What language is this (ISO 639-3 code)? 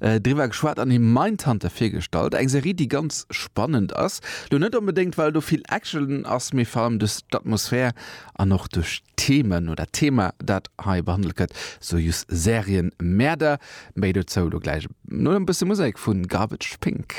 ltz